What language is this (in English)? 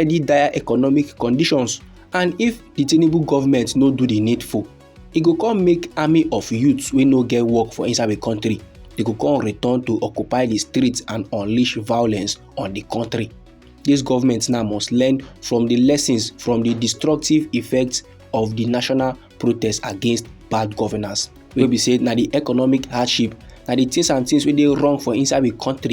Nigerian Pidgin